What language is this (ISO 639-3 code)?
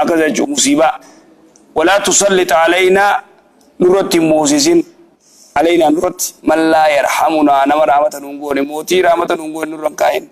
orm